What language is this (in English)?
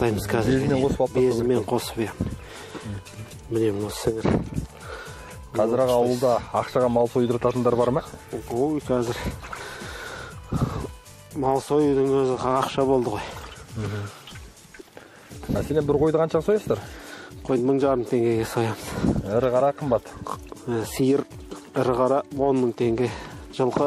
Kazakh